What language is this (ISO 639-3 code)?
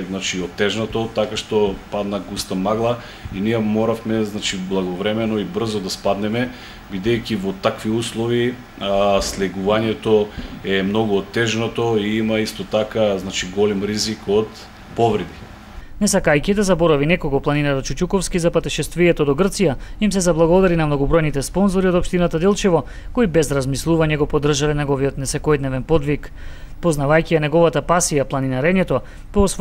mkd